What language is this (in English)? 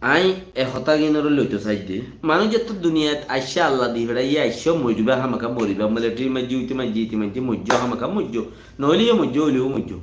Rohingya